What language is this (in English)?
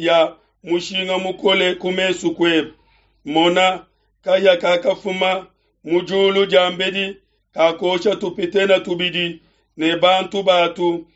Luba-Lulua